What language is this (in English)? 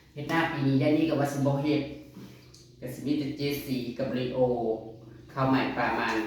Northeastern Thai